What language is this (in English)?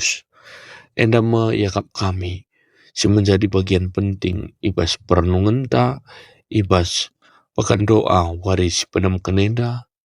Batak Karo